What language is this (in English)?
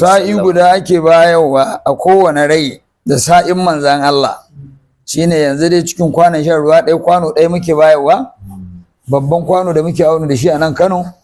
Hausa